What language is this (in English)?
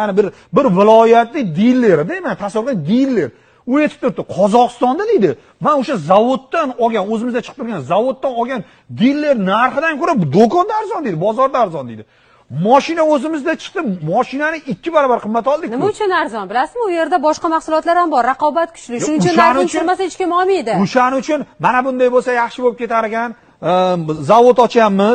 Uzbek